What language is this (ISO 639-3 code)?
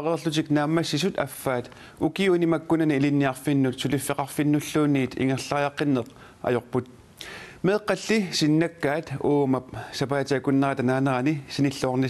kal